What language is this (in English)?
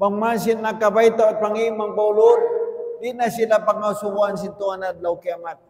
Tausug